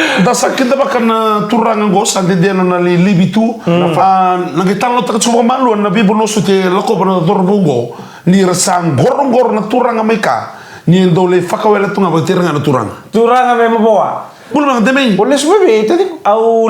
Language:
Fijian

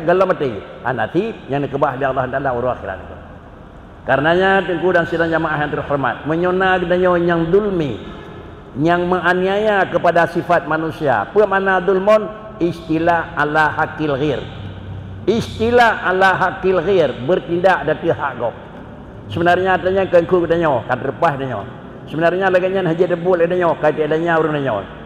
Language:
Achinese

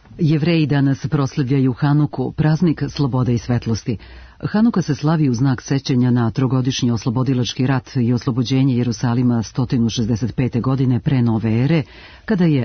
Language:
Serbian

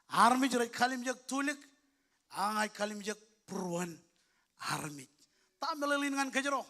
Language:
Marshallese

